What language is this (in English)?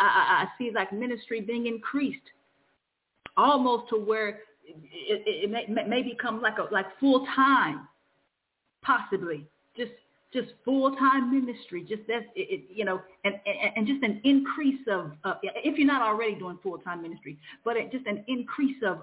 English